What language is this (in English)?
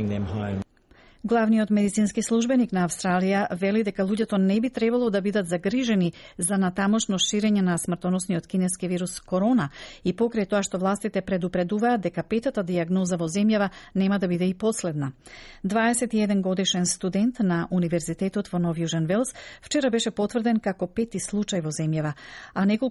Macedonian